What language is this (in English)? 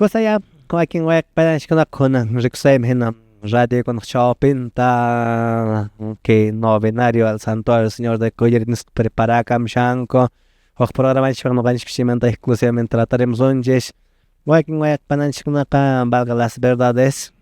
Quechua